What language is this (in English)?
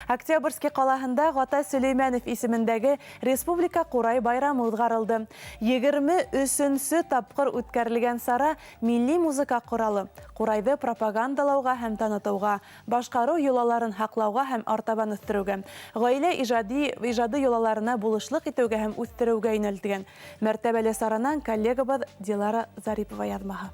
Bashkir